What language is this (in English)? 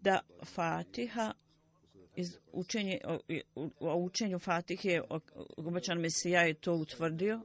Bosnian